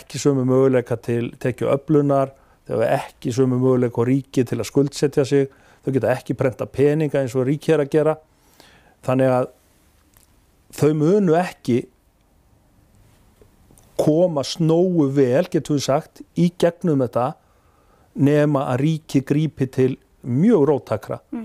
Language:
Icelandic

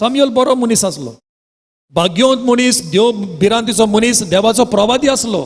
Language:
Konkani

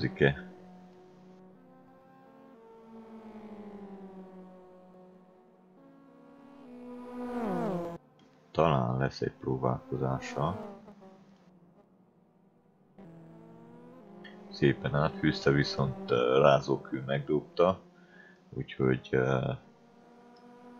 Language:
Hungarian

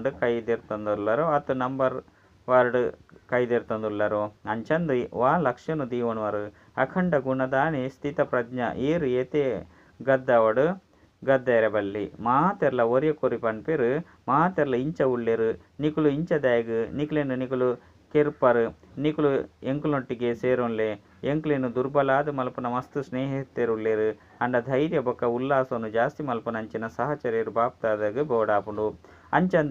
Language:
Tulu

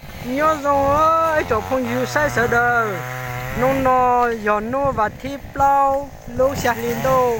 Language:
Hmong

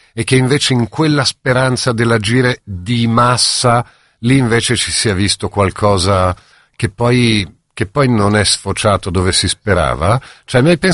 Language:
Italian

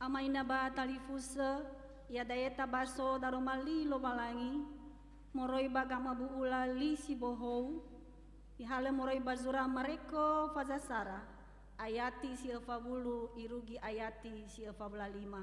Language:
Nias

